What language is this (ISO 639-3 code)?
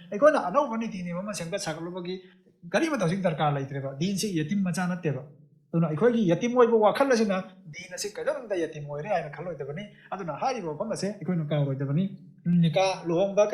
mni